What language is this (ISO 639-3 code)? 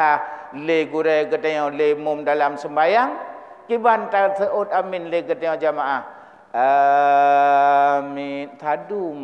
ace